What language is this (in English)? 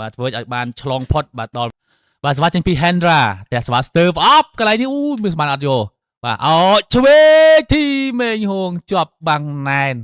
Khmer